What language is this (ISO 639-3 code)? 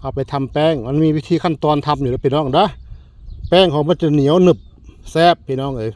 tts